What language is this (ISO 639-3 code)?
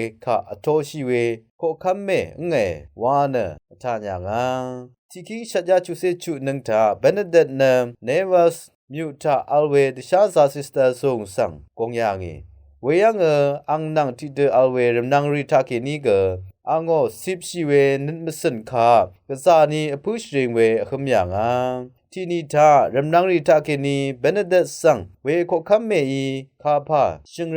raw